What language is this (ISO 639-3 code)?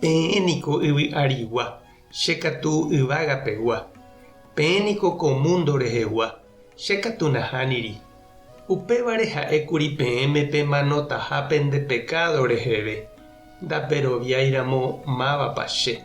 grn